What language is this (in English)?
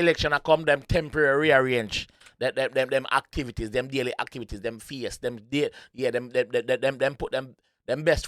Jamaican Creole English